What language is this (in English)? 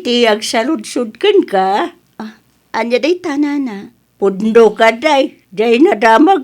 Iloko